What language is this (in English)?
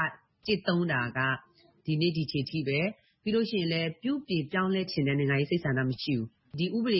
Burmese